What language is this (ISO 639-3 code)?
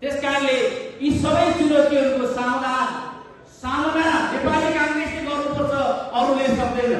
nep